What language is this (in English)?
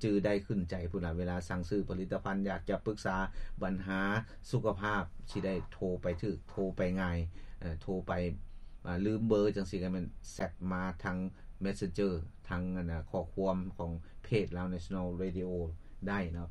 Lao